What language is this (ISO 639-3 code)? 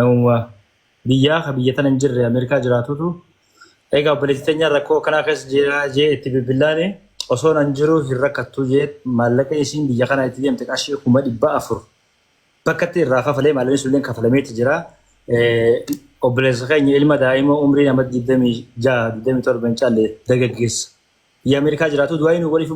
orm